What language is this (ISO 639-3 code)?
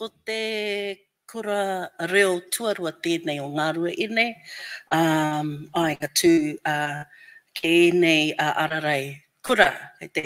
mri